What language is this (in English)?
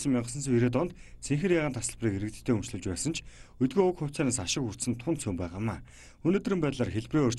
Mongolian